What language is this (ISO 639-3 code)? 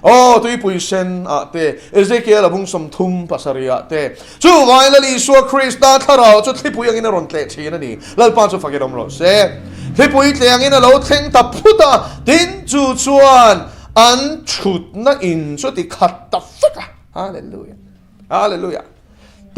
lus